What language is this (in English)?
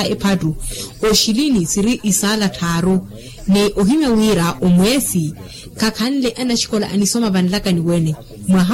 Makhuwa